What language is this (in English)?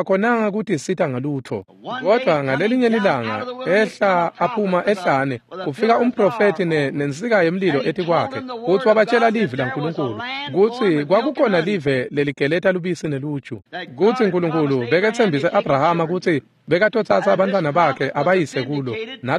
Swati